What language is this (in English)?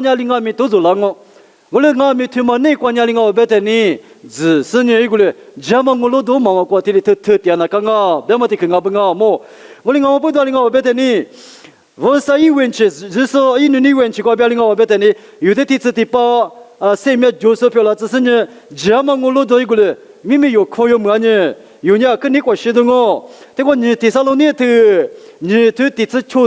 Lisu